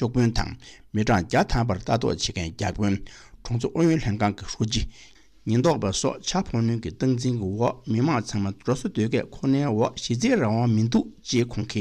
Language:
Tibetan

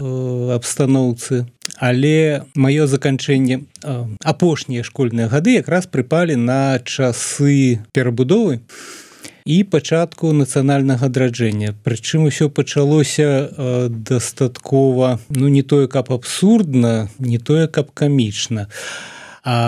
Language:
Belarusian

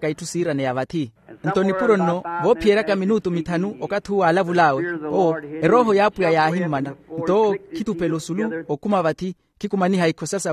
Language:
Makhuwa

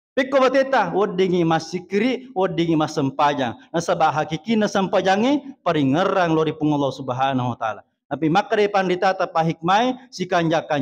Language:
Buginese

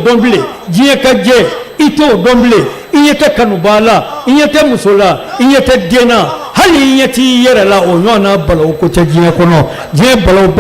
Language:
Bambara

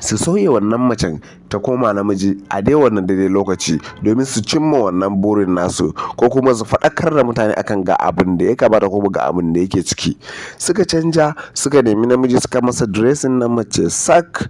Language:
Hausa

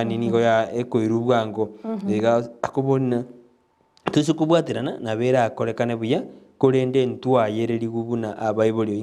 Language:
Gusii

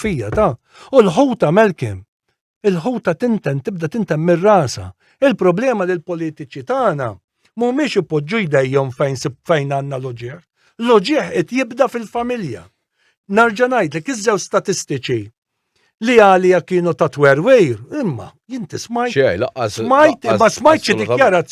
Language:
Maltese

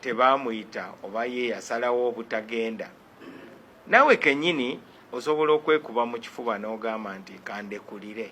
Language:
Ganda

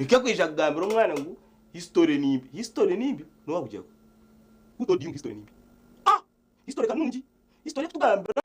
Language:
Nyankole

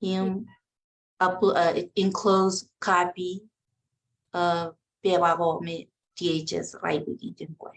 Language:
Marshallese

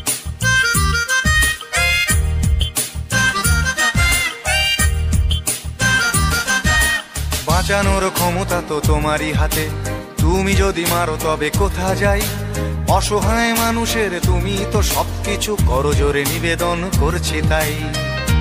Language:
Bangla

